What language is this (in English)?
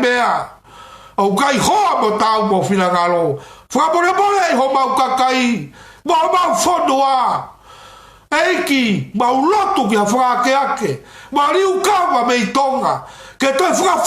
Tongan